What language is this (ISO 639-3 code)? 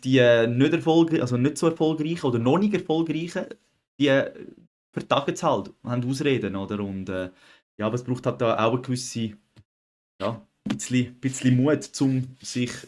gsw